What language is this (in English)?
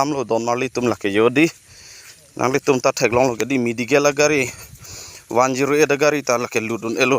Karbi